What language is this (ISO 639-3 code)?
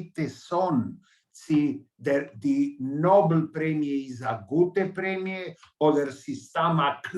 yid